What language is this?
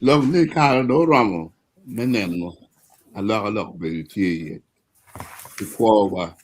Acoli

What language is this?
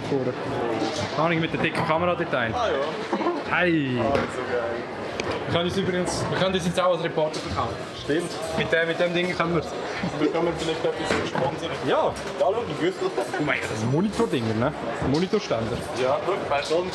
Swiss German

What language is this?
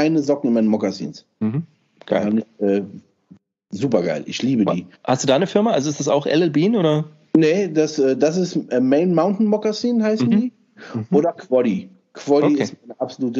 German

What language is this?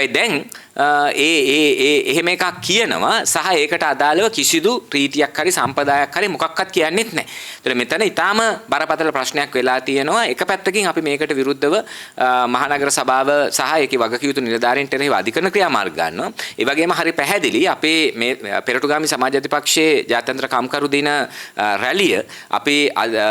Sinhala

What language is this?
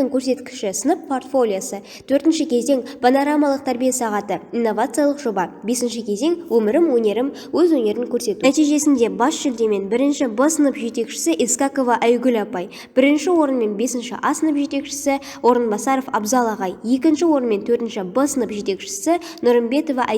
Kazakh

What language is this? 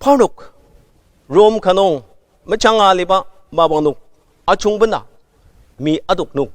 Ao Naga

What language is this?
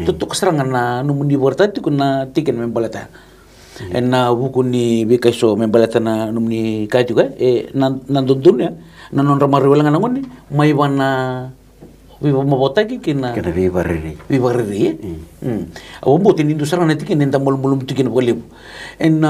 Fijian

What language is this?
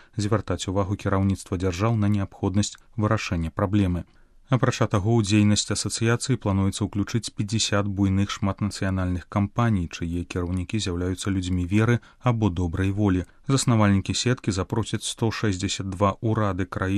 Belarusian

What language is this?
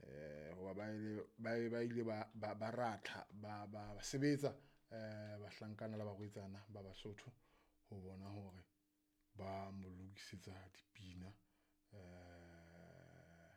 Southern Sotho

